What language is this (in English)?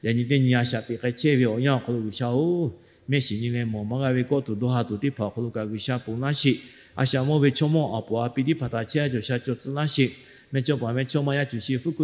Lahu